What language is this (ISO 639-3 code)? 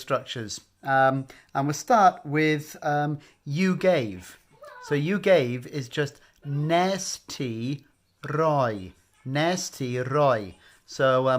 cym